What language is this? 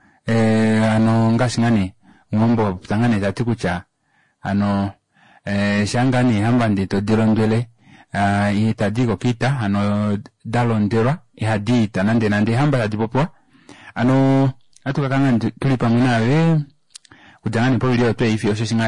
Kuanyama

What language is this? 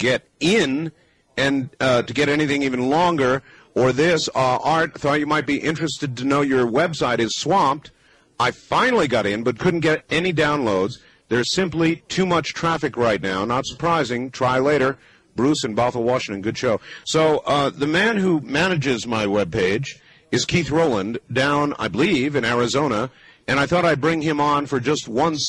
English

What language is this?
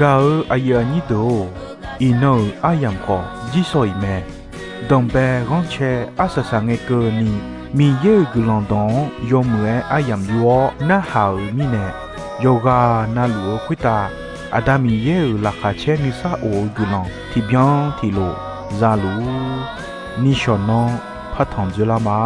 Akha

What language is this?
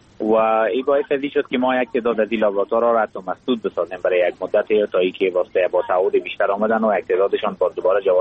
Persian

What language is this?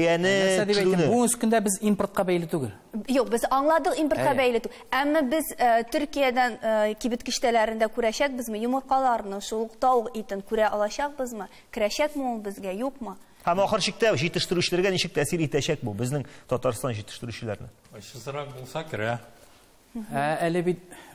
Tatar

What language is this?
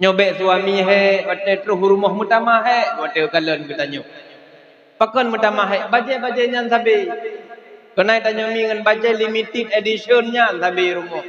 Achinese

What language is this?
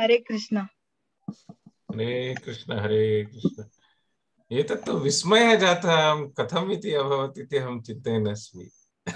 Sanskrit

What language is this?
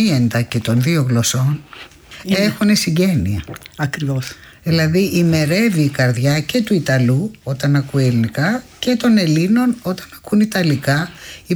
Greek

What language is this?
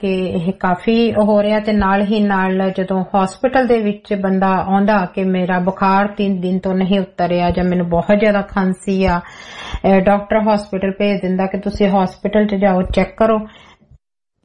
Punjabi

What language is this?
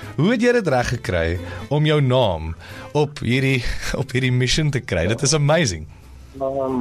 Afrikaans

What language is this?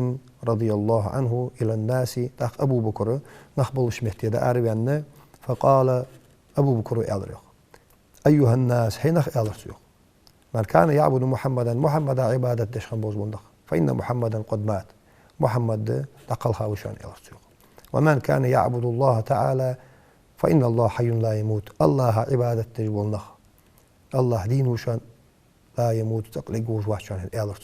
Ingush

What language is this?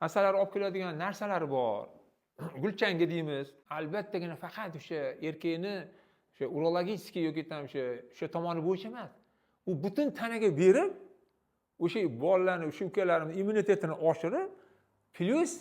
Uzbek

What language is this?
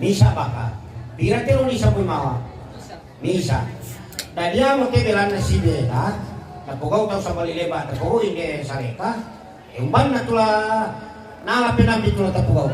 Toraja-Sa'dan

